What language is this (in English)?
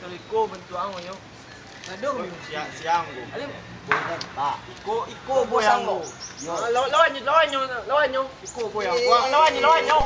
Minangkabau